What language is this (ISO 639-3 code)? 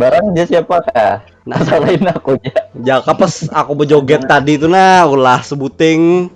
bjn